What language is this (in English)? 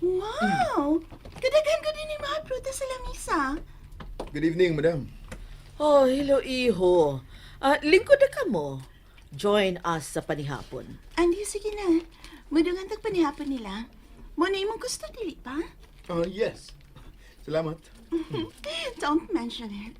Cebuano